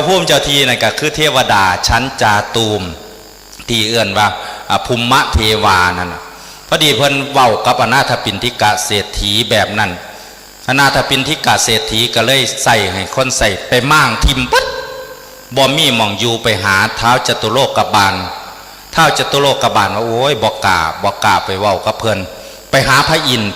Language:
Northeastern Thai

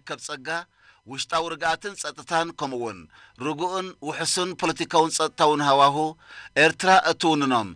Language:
Tigrinya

